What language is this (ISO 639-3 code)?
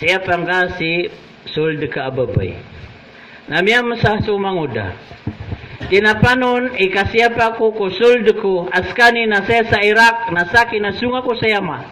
mrw